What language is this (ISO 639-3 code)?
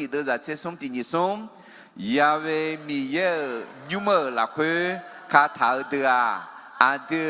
ahk